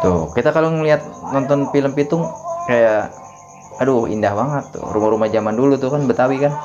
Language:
Betawi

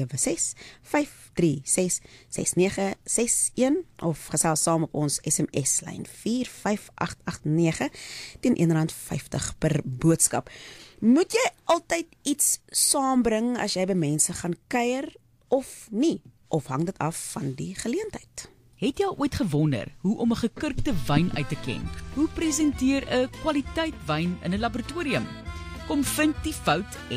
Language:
Afrikaans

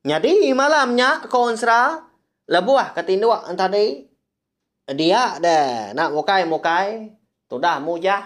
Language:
Iban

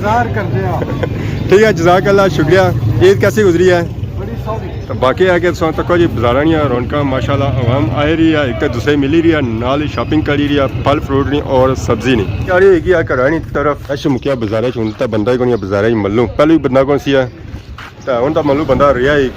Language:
Pahari-Potwari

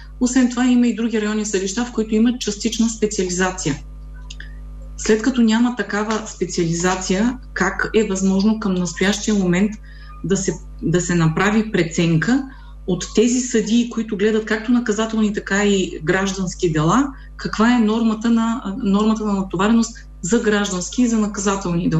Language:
Bulgarian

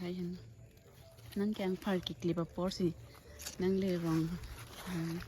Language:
Karbi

